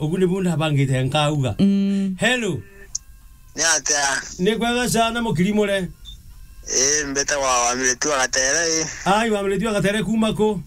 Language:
Meru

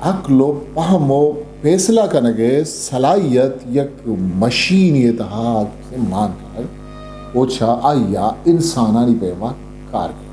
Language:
Eastern Balochi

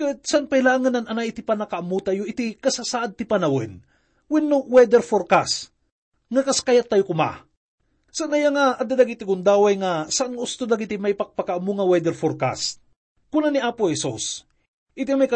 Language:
Iloko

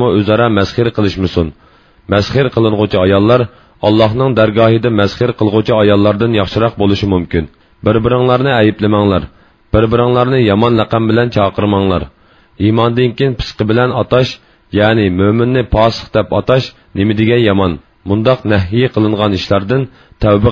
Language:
Uyghur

